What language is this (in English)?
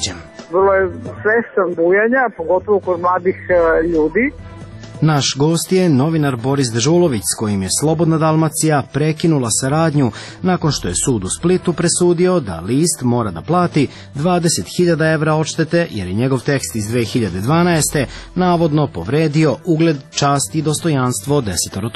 Serbian